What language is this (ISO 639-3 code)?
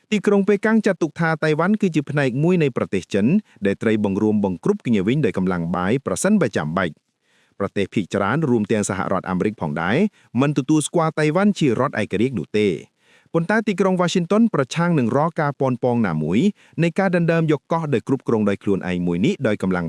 khm